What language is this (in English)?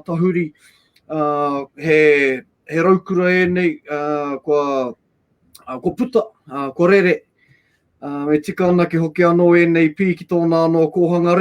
Māori